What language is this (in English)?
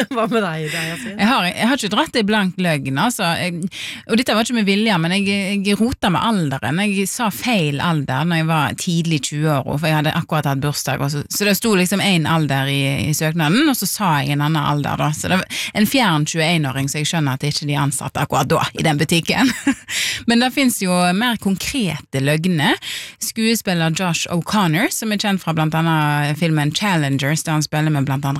Norwegian